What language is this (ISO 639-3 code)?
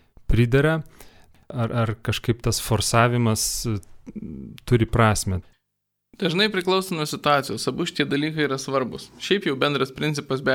lit